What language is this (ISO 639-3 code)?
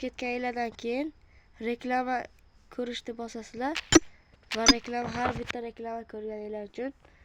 uzb